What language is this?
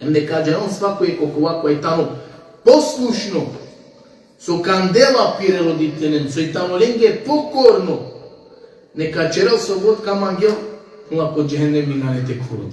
Balkan Romani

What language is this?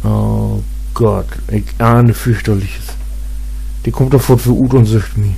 Low German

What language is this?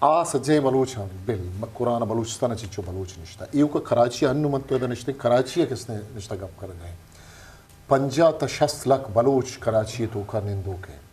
Eastern Balochi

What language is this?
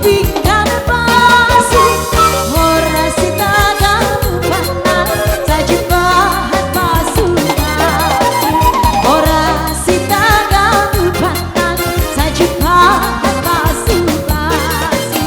Batak Simalungun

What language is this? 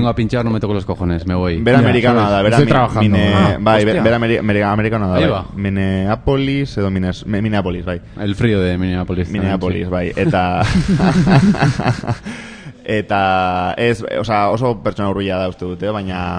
Basque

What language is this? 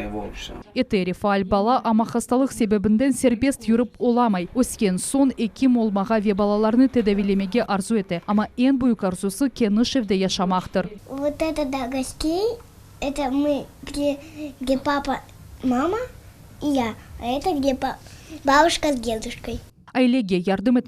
Crimean Tatar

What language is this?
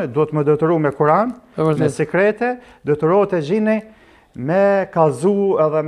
Albanian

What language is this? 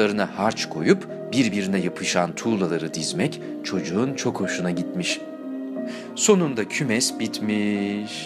Turkish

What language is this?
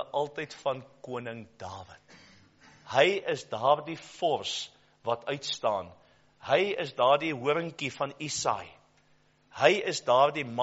Afrikaans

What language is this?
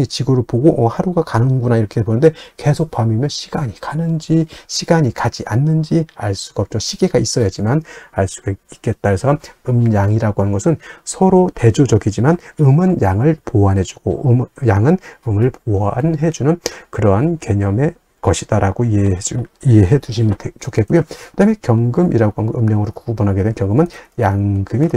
Korean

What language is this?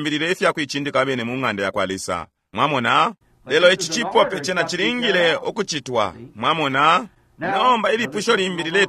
Bemba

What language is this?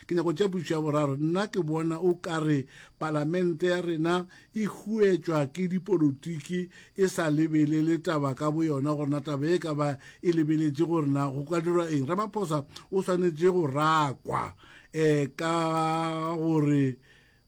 Northern Sotho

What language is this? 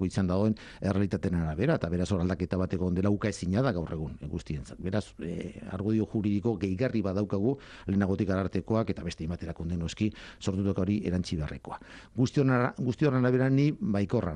Basque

